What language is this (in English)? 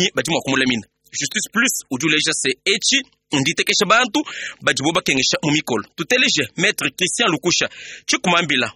Luba-Lulua